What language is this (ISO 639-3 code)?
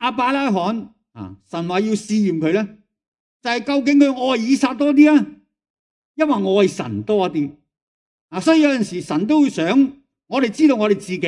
yue